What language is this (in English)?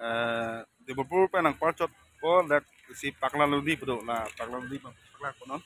Karbi